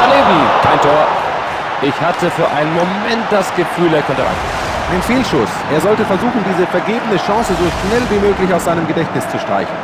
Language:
Bavarian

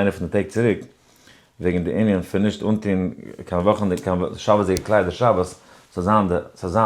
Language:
Yiddish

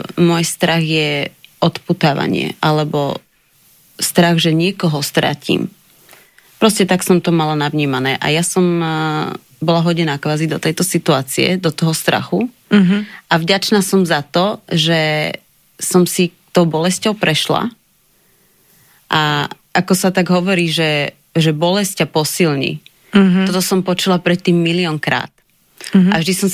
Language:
Slovak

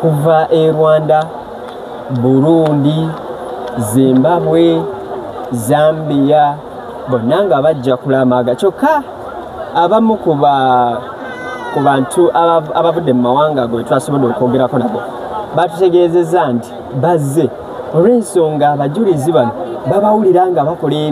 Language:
Ganda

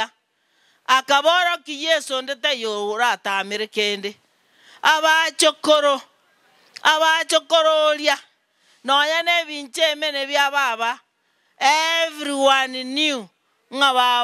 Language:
Gusii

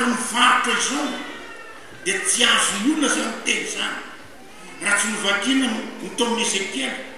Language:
Malagasy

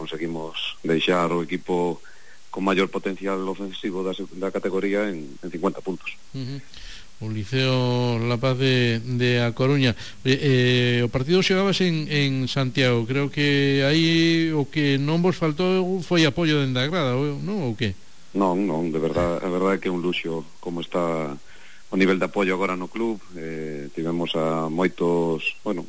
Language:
Galician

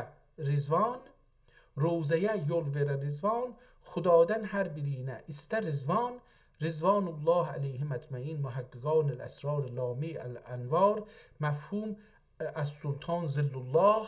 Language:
South Azerbaijani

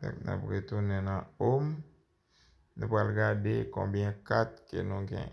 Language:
Haitian Creole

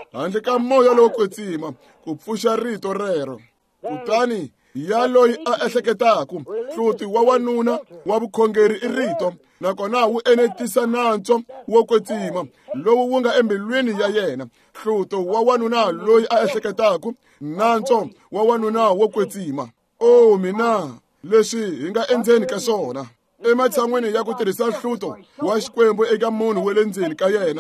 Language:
Tsonga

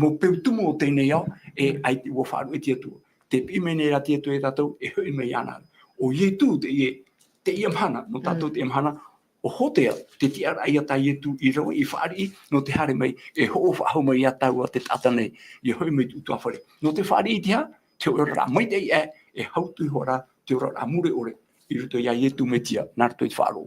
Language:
Tahitian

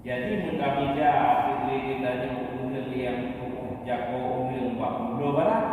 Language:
Achinese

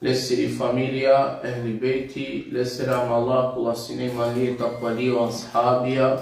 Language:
Balkan Romani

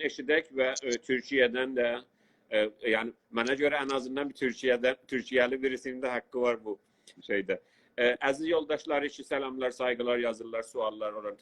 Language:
South Azerbaijani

